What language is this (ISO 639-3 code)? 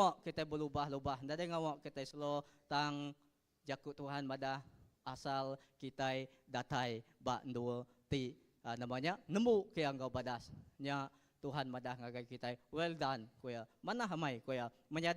iba